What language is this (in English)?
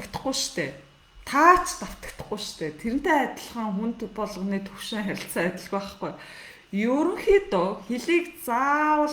Mongolian